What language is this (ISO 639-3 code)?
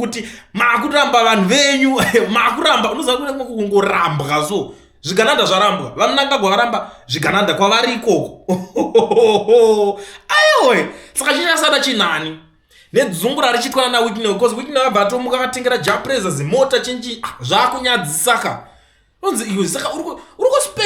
sna